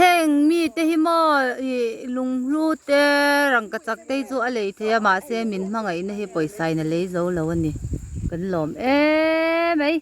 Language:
Mizo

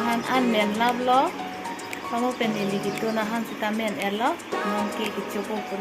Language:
Karbi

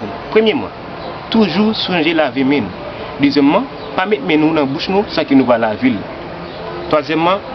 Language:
Haitian Creole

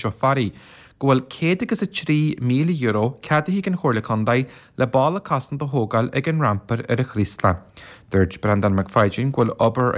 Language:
Irish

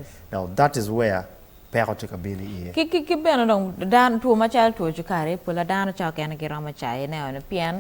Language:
Acoli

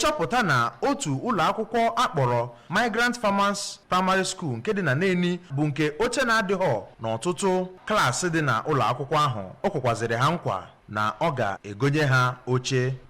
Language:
Igbo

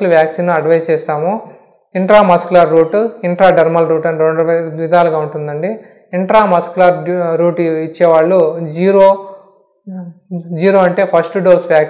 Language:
Telugu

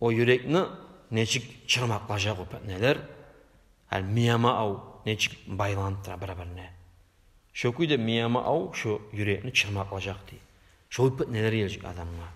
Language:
Kumyk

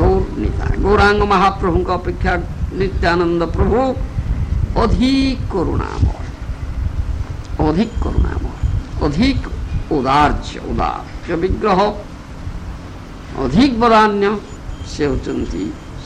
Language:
Odia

